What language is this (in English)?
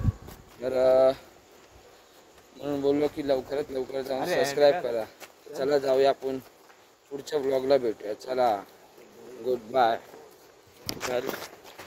Marathi